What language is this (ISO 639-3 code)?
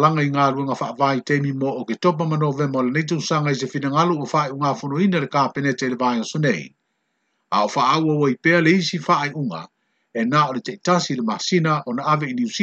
smo